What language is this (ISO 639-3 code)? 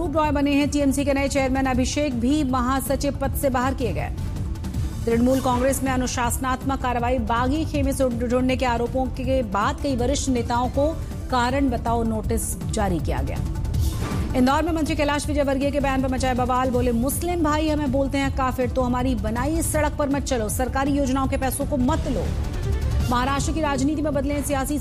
hin